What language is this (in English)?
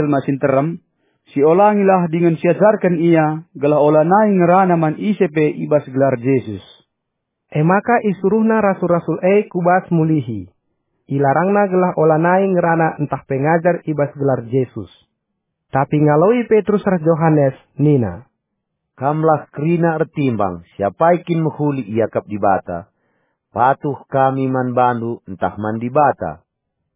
Batak Karo